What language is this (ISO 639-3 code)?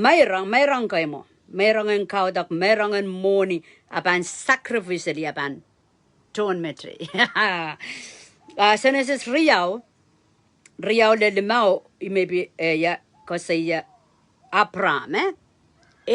pon